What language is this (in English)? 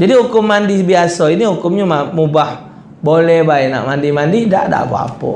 Musi